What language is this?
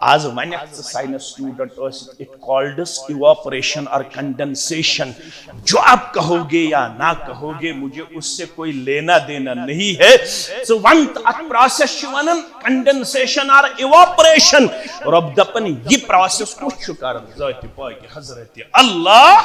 Kashmiri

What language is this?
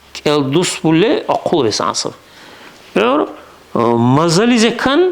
Dargwa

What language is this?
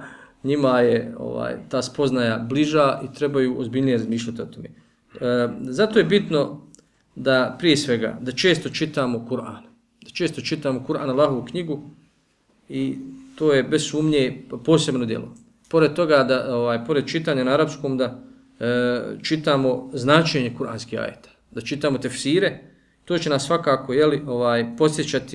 Bosnian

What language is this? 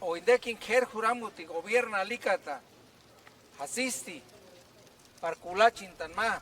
Purepecha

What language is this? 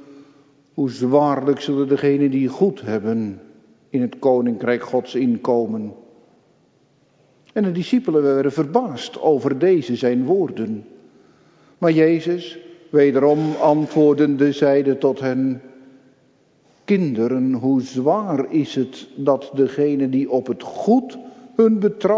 Dutch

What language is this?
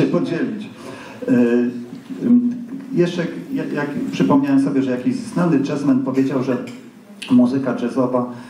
Polish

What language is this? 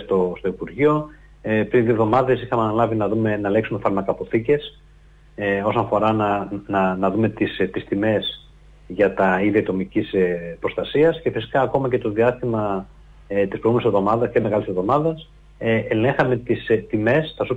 Greek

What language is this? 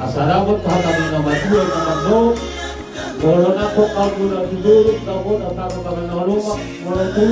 Batak Toba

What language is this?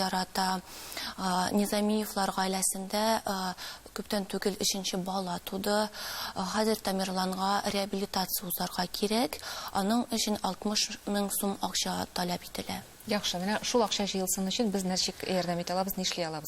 Tatar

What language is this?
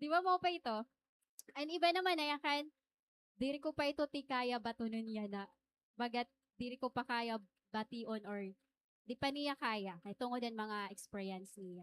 Waray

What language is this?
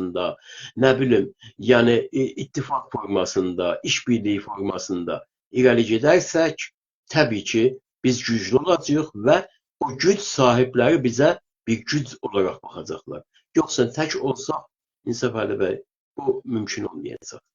South Azerbaijani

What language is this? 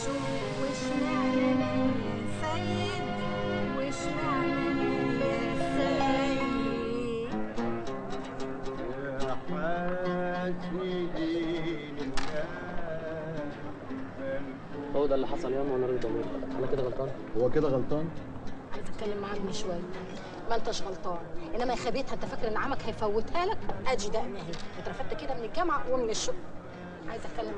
Egyptian Arabic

